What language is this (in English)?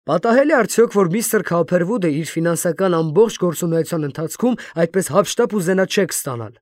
Armenian